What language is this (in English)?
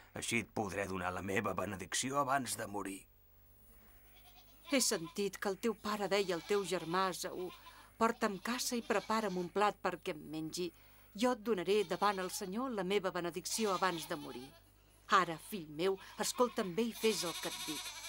Catalan